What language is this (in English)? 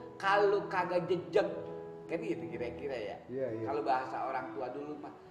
Betawi